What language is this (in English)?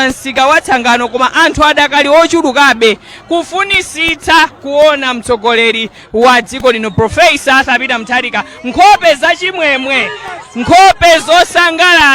Nyanja